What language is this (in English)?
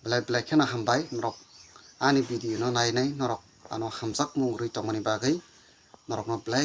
Kok Borok